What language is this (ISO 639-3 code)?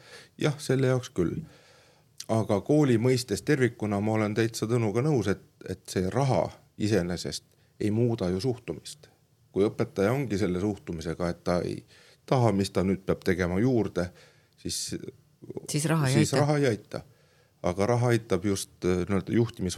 est